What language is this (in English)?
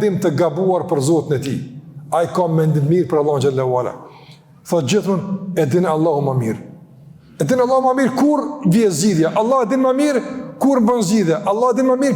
Albanian